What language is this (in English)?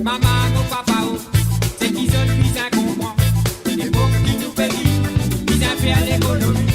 Morisyen